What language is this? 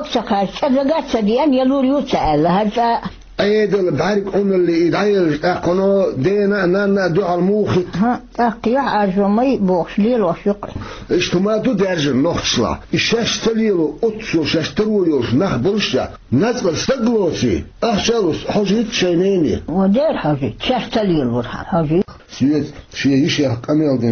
Chechen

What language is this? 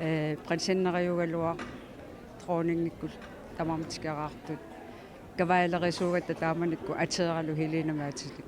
Kalaallisut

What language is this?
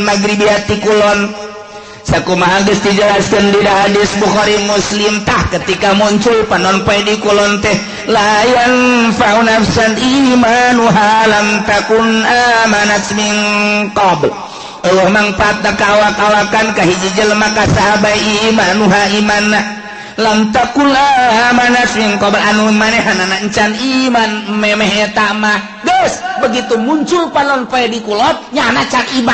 Sundanese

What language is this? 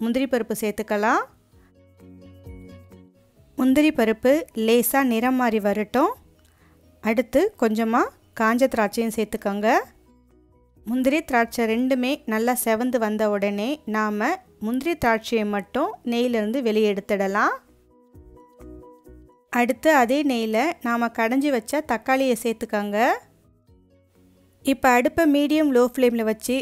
Tamil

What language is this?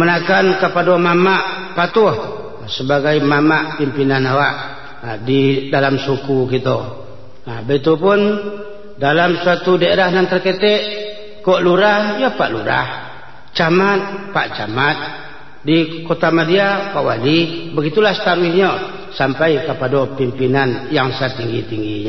Minangkabau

